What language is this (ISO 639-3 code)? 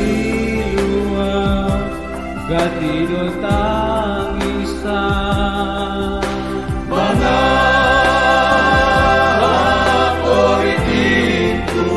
bts